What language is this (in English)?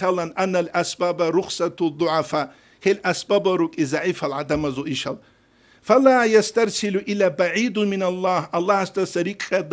Avaric